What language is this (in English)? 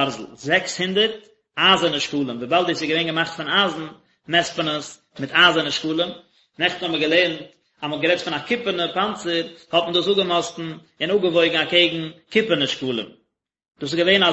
Yiddish